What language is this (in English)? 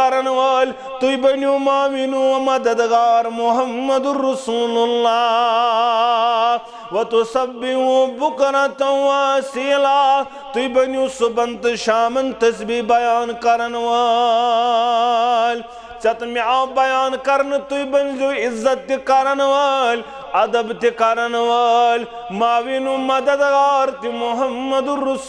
Kashmiri